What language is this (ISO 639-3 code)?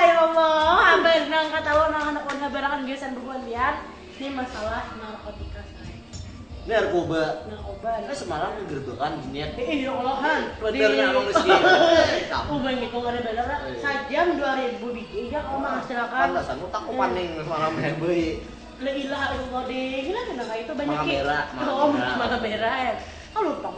bjn